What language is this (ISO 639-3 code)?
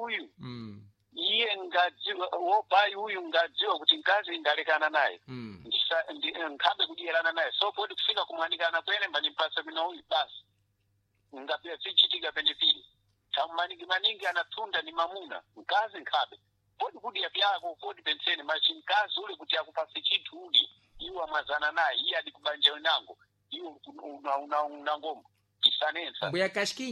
seh